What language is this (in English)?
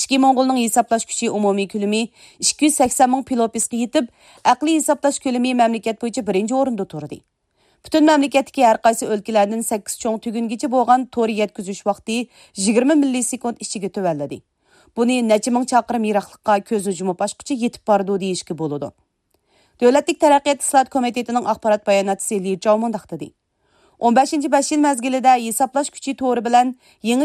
Uyghur